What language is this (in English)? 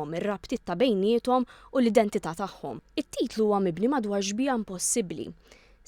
Maltese